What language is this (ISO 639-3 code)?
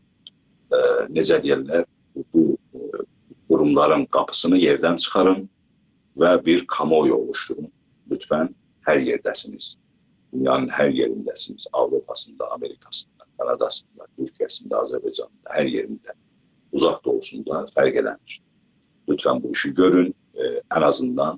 azb